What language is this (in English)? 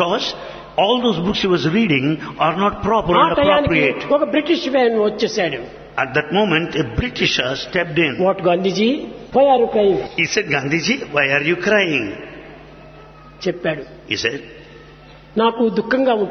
Telugu